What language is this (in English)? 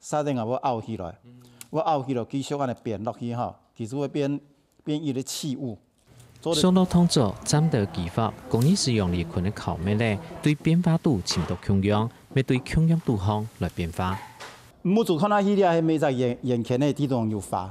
Hakka Chinese